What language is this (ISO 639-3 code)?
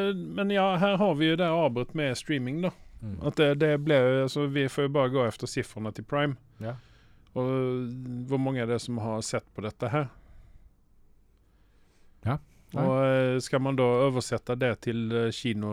nor